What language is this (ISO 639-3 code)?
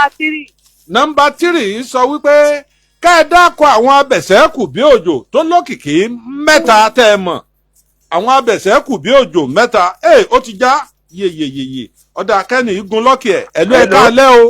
yor